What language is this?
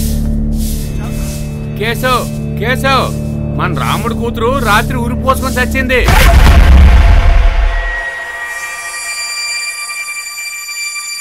Telugu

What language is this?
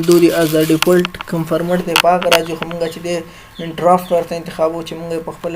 Pashto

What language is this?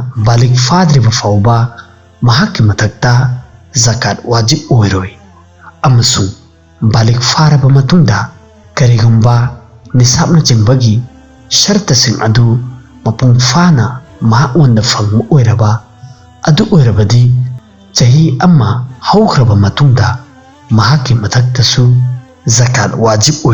Manipuri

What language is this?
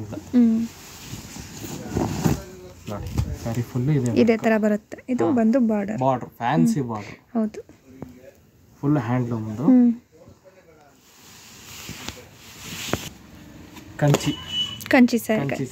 Kannada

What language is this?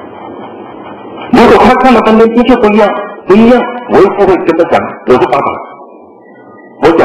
Chinese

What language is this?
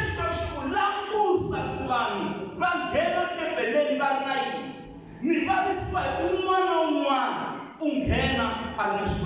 Tsonga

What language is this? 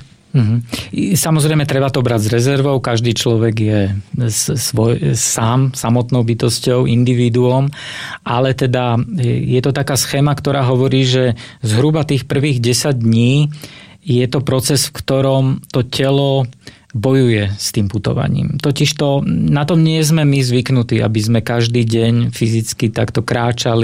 Slovak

